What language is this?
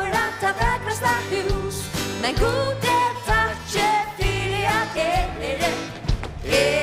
Faroese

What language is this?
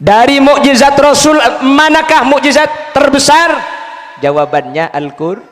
Madurese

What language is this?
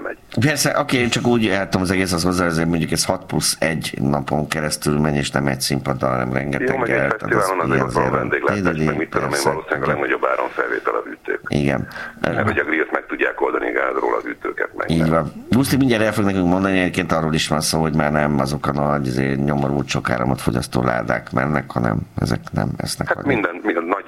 Hungarian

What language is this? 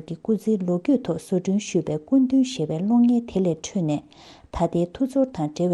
Tibetan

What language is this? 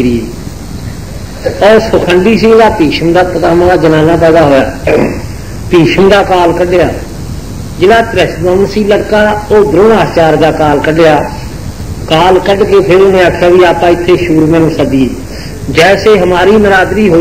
Punjabi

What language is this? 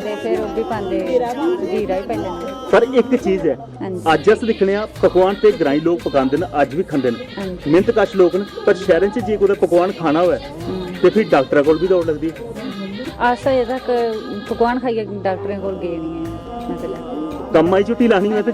Dogri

